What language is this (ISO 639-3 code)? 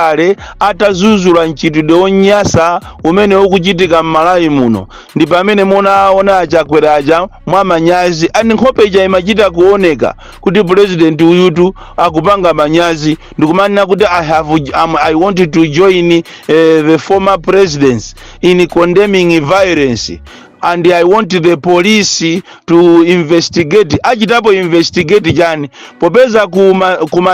nya